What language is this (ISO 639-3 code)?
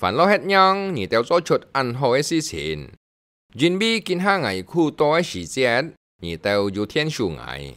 hak